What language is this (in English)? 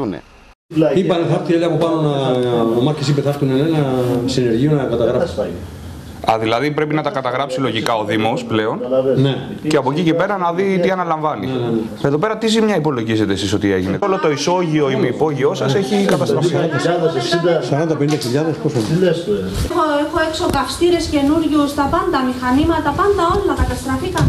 Greek